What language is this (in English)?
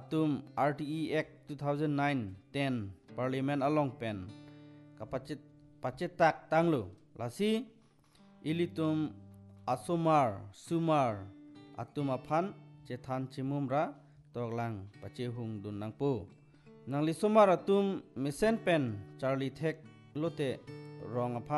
Karbi